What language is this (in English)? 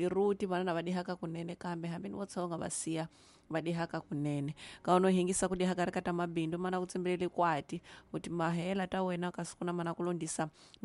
Tsonga